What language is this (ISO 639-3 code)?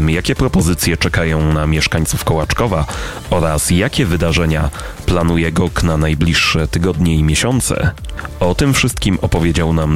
pol